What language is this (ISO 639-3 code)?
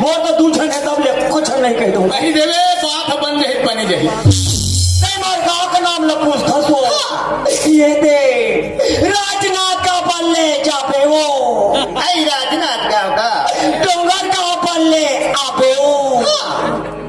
hne